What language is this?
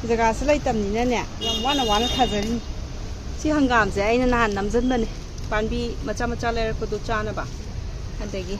Manipuri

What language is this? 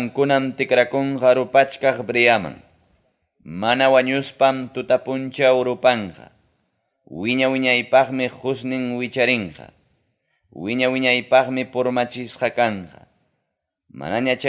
Ayacucho Quechua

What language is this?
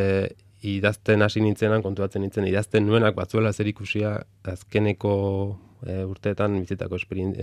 Basque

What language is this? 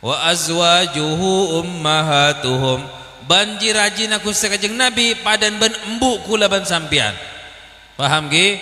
Madurese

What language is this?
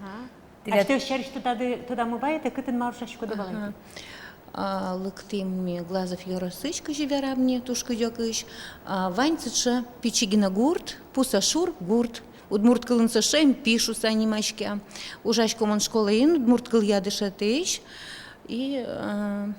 Udmurt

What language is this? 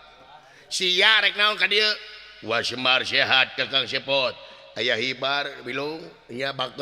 Sundanese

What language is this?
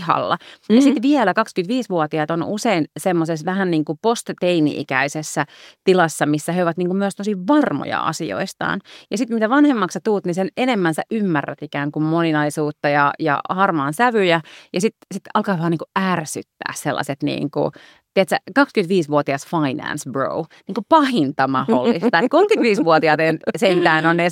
Finnish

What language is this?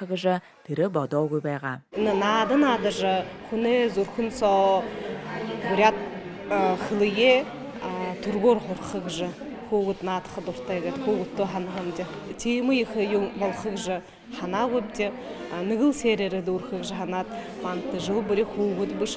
Buriat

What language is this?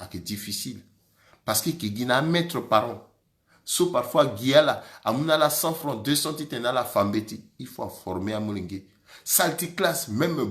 Sango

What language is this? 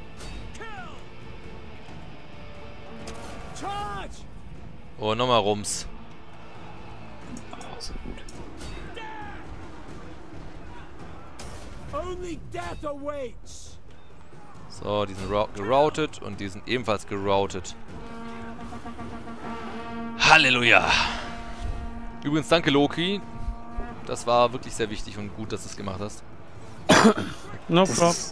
German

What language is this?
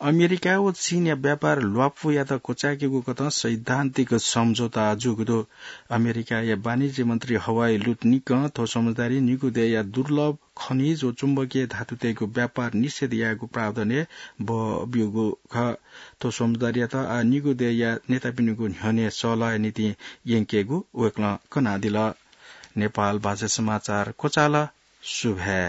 Newari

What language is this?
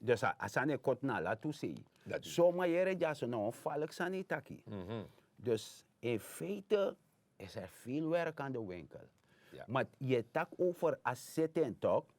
Sranan Tongo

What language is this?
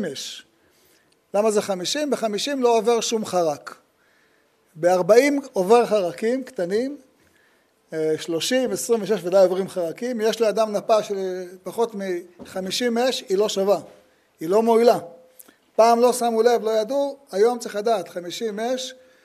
Hebrew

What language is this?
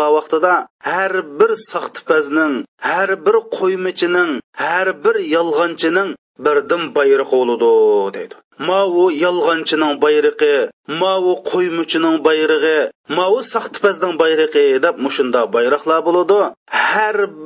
Uyghur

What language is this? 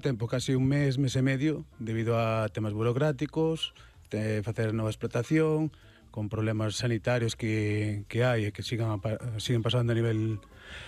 Galician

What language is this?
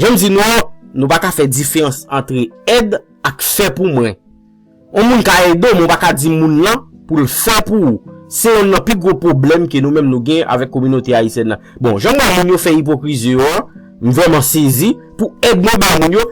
Haitian Creole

